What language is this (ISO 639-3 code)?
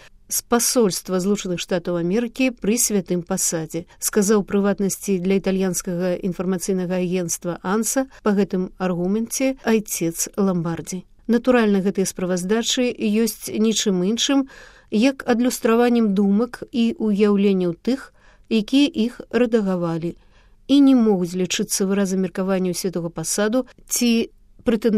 bel